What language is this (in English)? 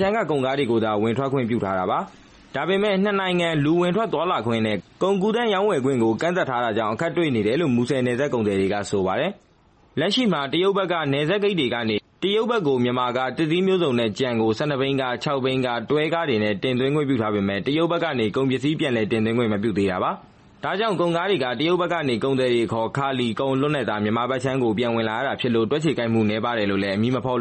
Burmese